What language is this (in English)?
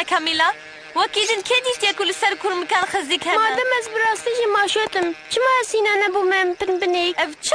Kurdish